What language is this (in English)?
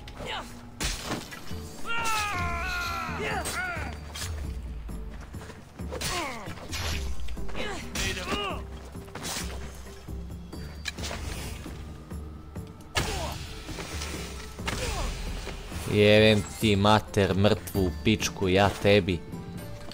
Croatian